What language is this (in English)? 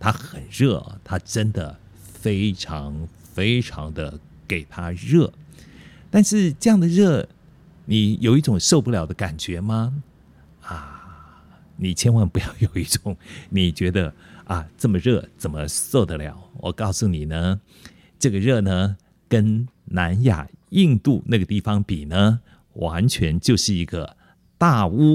Chinese